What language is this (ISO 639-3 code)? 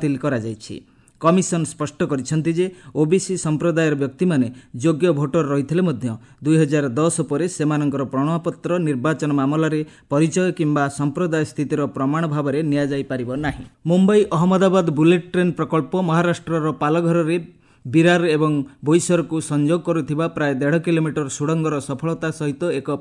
ori